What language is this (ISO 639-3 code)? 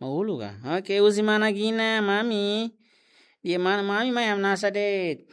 tet